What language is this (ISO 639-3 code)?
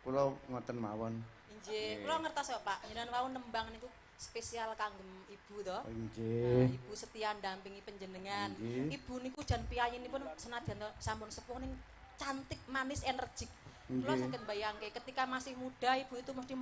jav